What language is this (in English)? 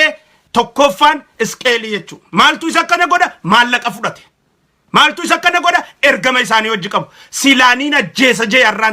Oromo